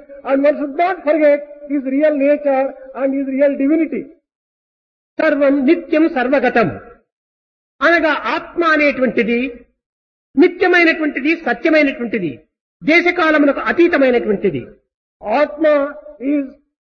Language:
Telugu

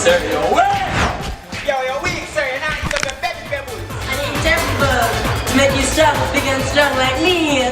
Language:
Jamaican Creole English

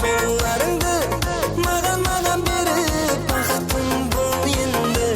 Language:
Kara-Kalpak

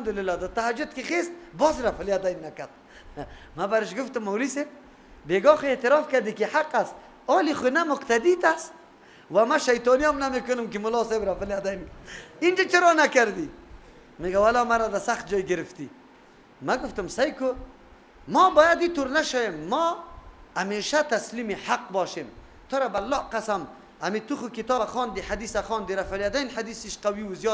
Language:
Persian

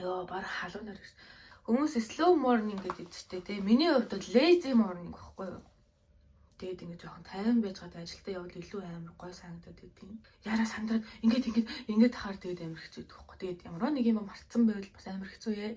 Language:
Mongolian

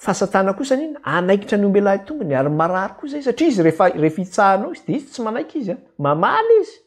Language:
Malagasy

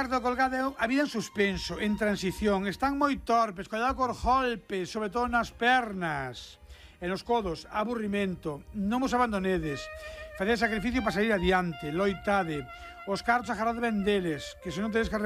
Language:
Galician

